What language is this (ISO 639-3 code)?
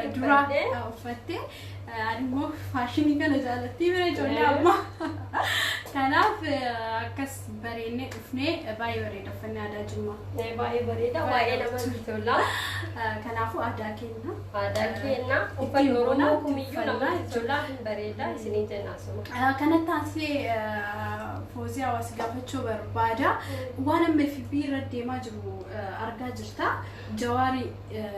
orm